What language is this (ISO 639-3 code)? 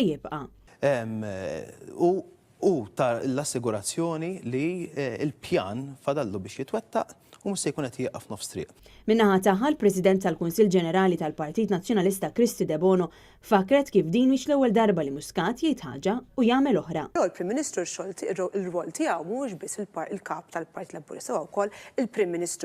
mlt